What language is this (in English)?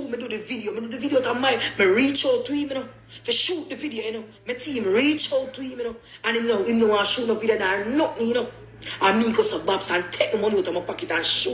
Jamaican Creole English